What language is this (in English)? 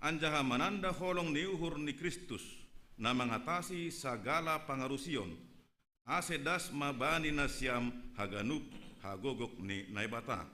Batak Simalungun